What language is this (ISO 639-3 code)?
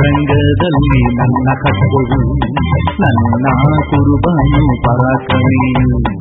kan